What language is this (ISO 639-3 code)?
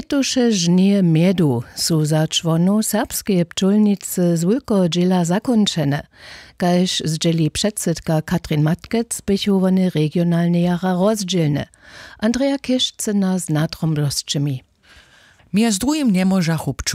hsb